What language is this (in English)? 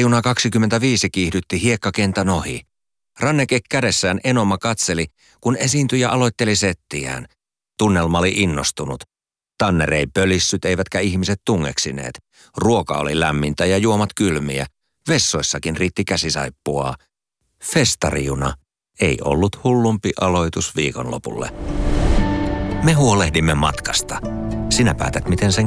Finnish